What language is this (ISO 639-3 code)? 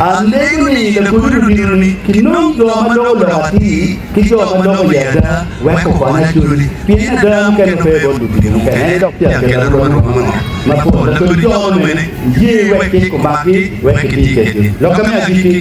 ach